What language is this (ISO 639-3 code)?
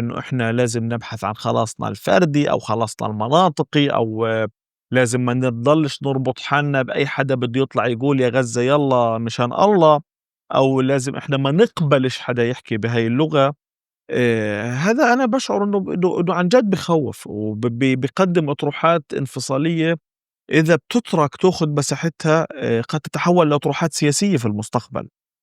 apc